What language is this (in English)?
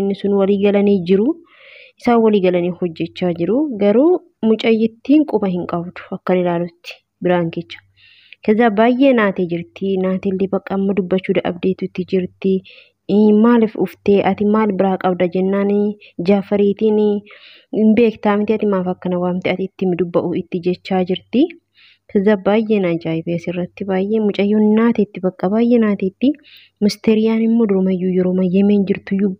Oromo